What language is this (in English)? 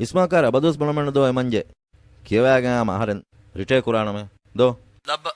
Divehi